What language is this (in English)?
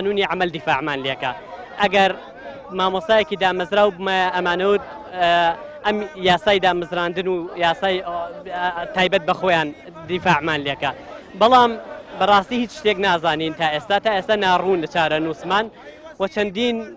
Central Kurdish